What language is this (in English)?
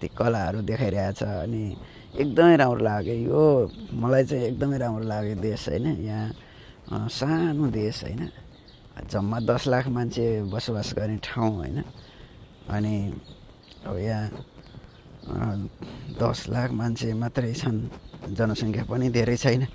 Nepali